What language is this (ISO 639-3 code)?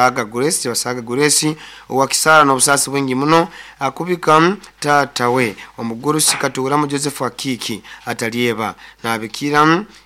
nyo